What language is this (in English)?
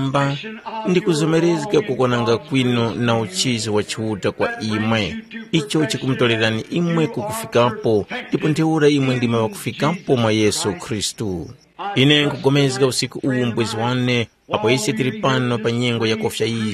Tumbuka